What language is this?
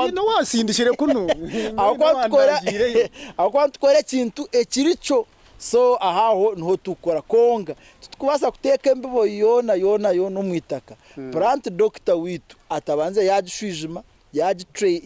Nyankole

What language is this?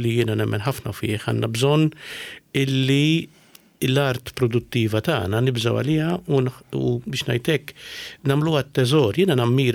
Maltese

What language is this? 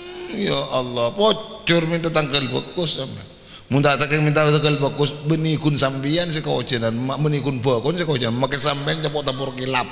Madurese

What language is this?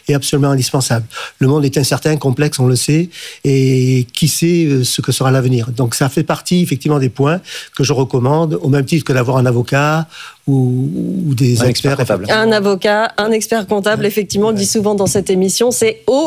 French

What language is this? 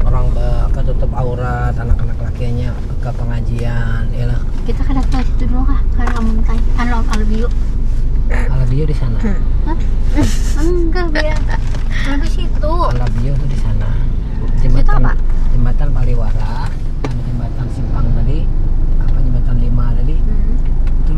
Banjar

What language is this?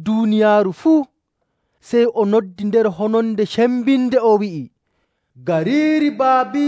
Nigerian Fulfulde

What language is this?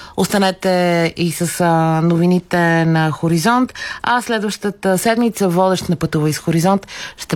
Bulgarian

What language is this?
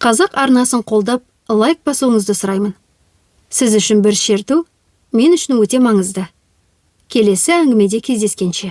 Kazakh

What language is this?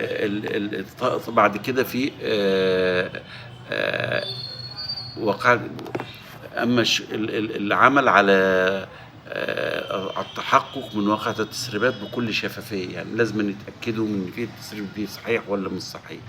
Egyptian Arabic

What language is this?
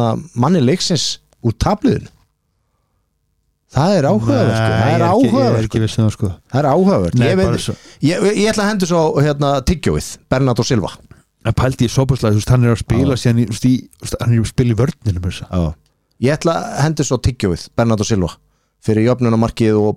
Icelandic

